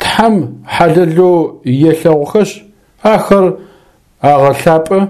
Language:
Adyghe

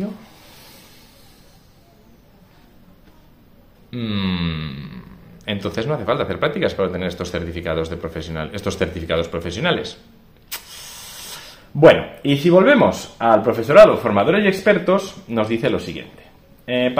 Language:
Spanish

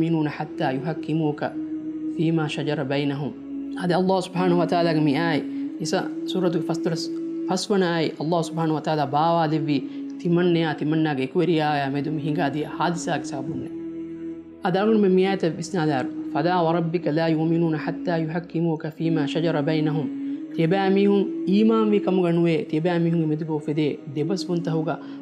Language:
Divehi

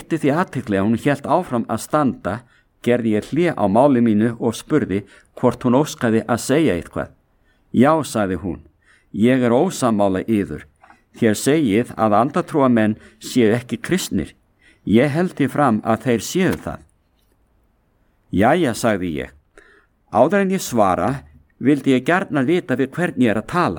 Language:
Icelandic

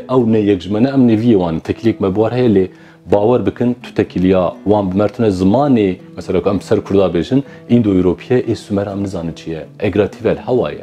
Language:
Kurdish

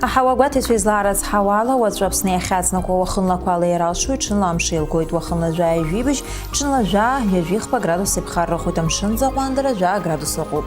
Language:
Abkhazian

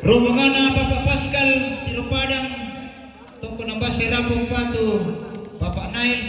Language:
Toraja-Sa'dan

